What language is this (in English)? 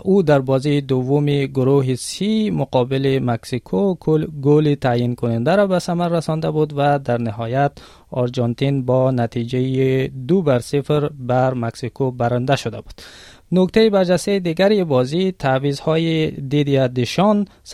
Tajik